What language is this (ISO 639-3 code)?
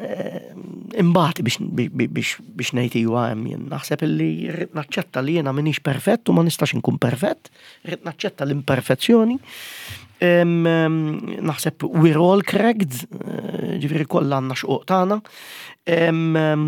mlt